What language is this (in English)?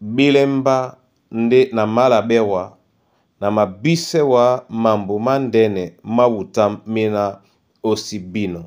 Duala